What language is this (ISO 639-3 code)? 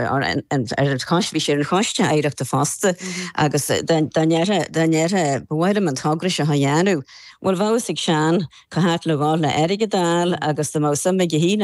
gle